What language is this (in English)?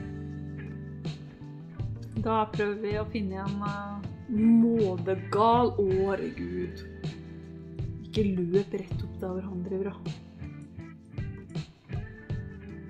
Norwegian